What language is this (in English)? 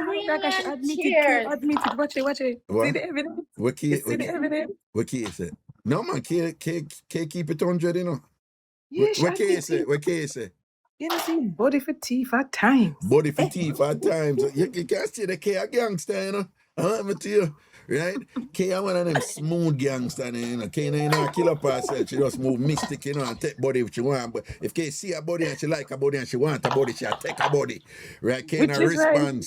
Jamaican Creole English